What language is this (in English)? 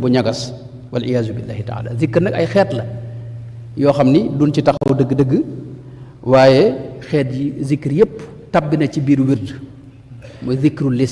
Wolof